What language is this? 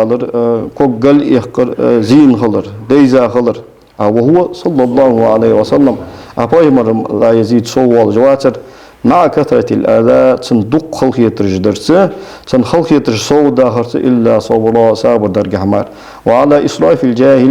Ingush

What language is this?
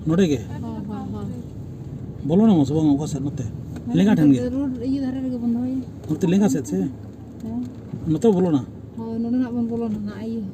Santali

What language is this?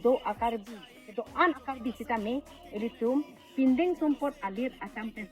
Karbi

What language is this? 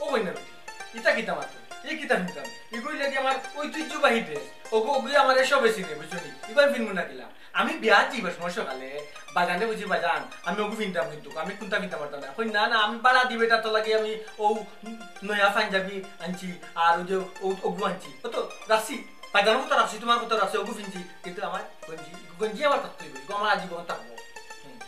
Sylheti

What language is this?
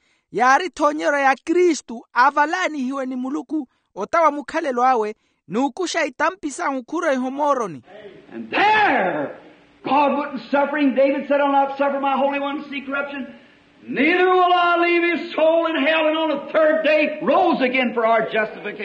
Makhuwa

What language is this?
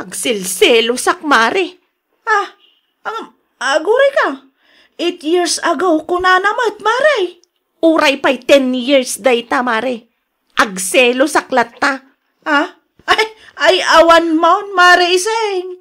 Iloko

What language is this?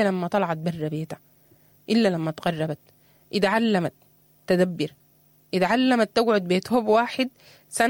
Sudanese Arabic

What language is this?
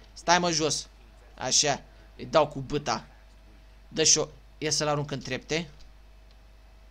Romanian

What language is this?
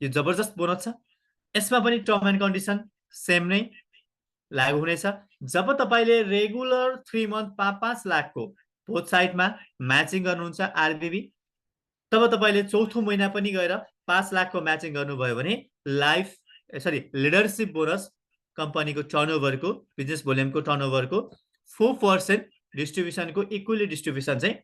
Nepali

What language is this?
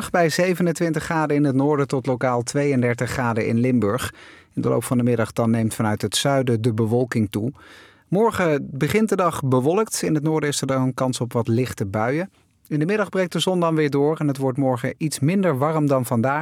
Dutch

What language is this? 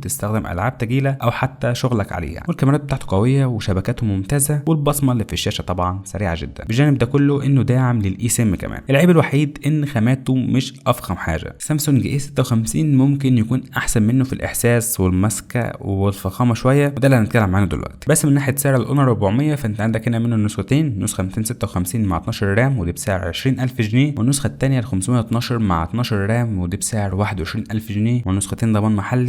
Egyptian Arabic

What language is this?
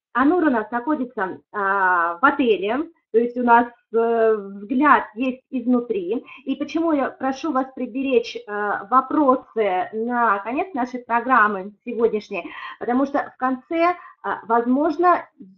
Russian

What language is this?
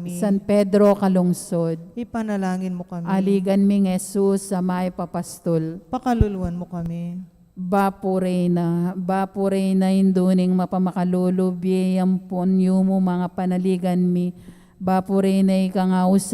Pampanga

